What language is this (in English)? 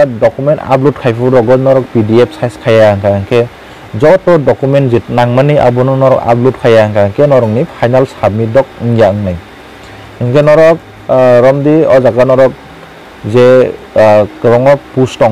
Kok Borok